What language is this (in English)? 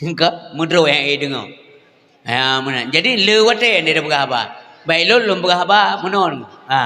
Achinese